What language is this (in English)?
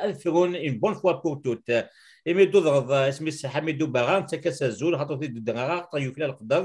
Kabyle